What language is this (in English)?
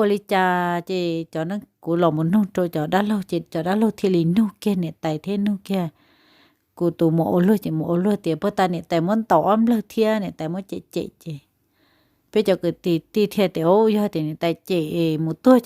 Hmong